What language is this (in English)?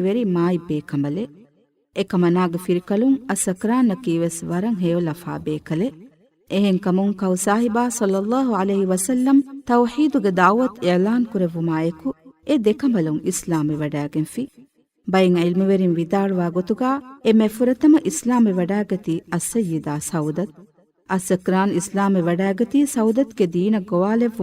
Divehi